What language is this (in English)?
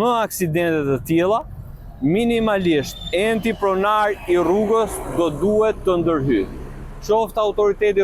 Albanian